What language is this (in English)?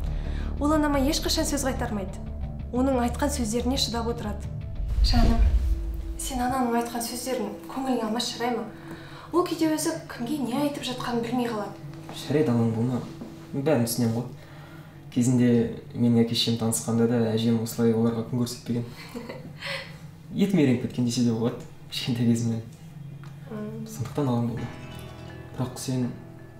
Kazakh